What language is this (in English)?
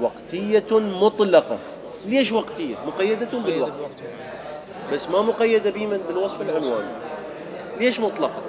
Mesopotamian Arabic